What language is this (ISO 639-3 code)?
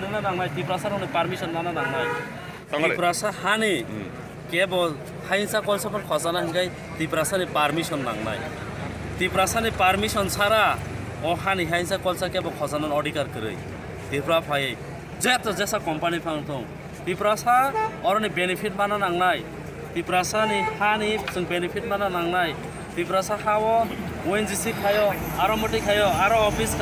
trp